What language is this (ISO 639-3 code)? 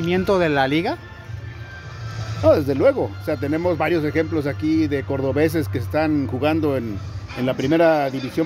spa